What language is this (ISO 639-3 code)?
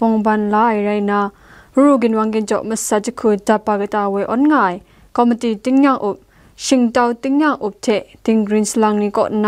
kac